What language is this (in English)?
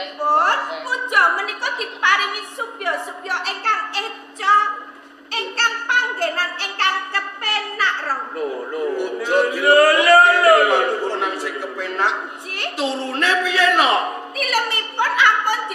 Javanese